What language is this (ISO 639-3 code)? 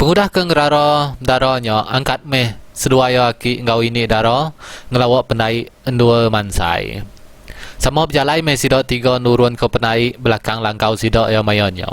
iba